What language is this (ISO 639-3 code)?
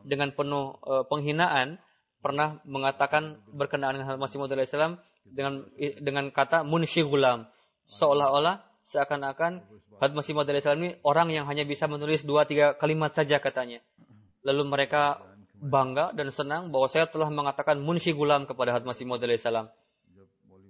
ind